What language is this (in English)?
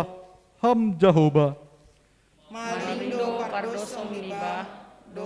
Batak Simalungun